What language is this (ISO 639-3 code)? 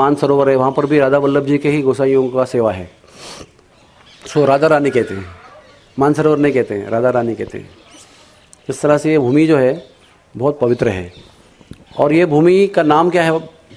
hin